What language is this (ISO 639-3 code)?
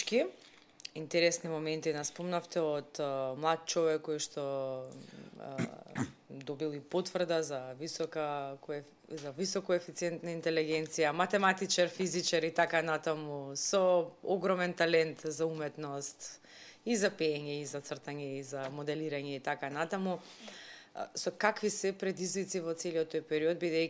mkd